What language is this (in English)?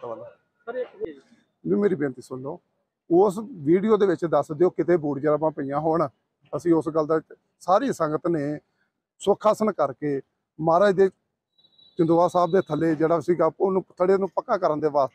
Punjabi